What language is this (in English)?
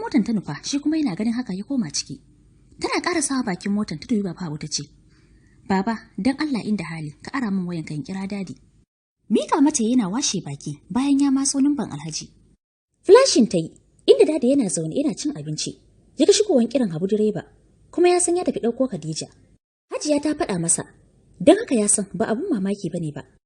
Hausa